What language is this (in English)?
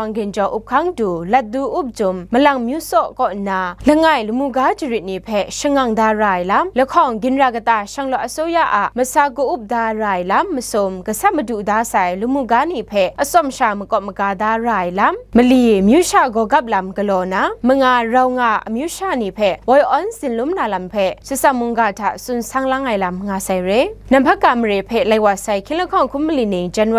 Kachin